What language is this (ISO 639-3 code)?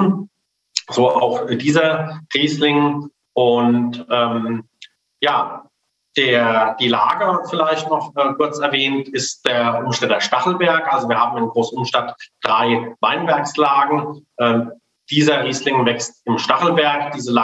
deu